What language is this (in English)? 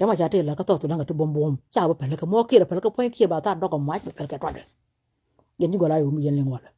Nuer